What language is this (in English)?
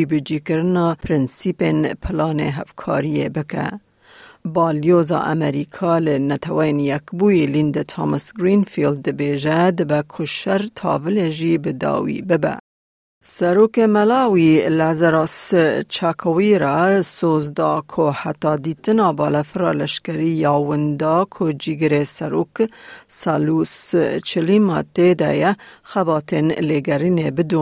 Kurdish